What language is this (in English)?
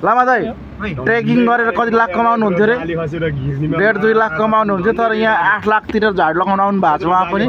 Nepali